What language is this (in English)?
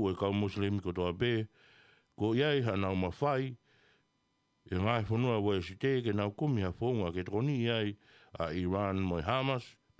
Tongan